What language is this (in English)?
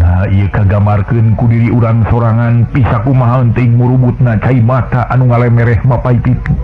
Sundanese